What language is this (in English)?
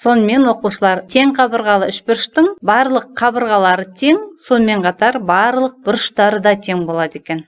Kazakh